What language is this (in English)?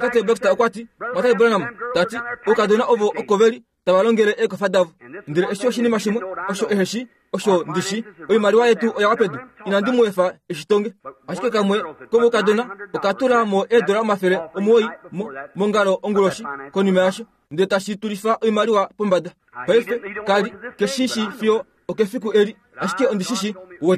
Kuanyama